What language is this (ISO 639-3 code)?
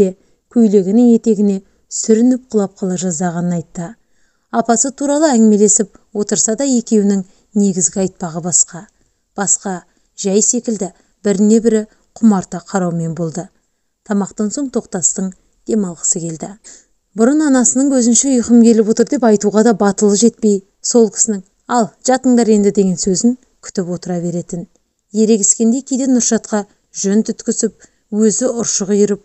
kaz